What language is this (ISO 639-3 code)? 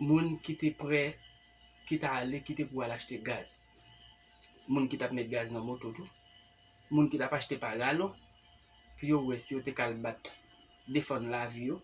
hat